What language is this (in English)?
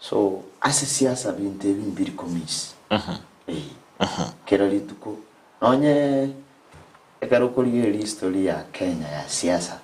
Gusii